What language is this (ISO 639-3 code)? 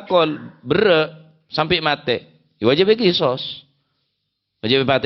mad